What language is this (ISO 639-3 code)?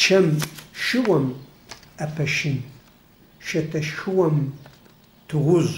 ady